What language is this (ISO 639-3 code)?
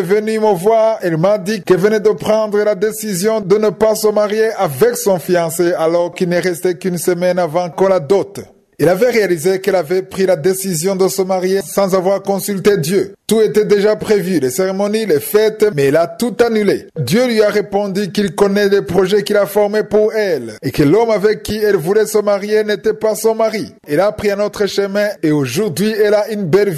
fra